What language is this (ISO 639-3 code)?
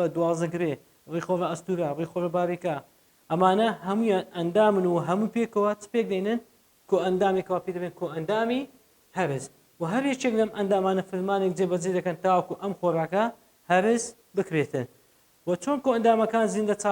ckb